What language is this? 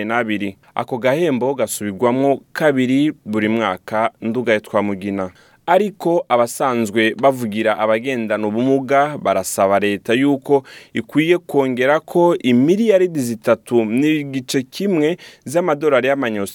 Rundi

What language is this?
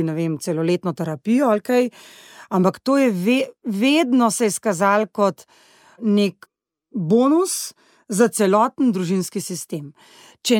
Slovenian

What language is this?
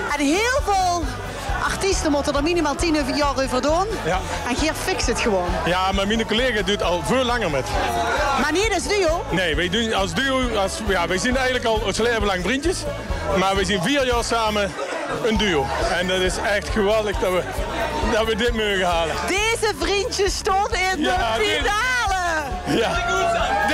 Limburgish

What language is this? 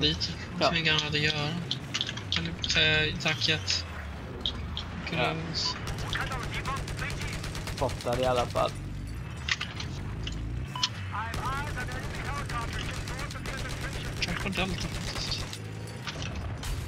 Swedish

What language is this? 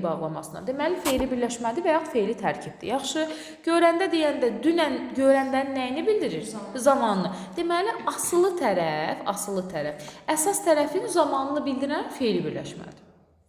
Azerbaijani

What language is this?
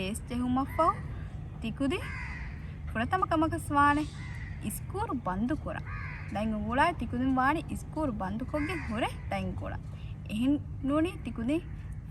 Divehi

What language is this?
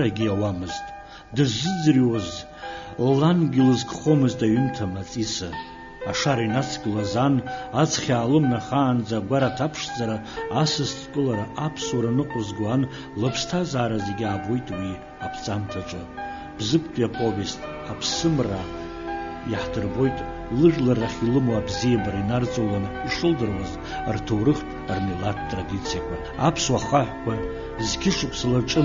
Abkhazian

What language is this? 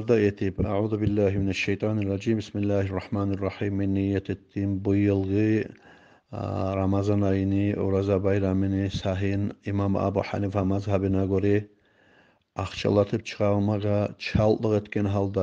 Kumyk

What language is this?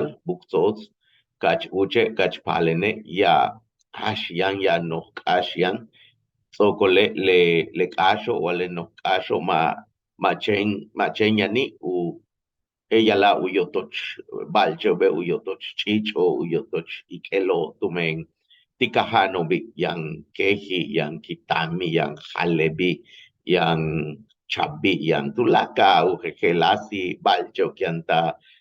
Yucateco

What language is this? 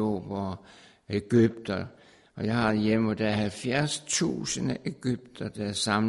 Danish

